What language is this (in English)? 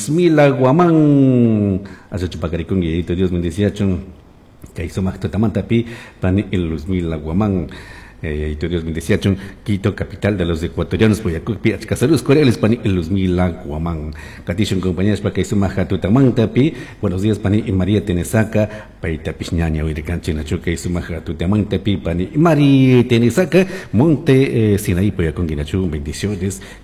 Chimborazo Highland Quichua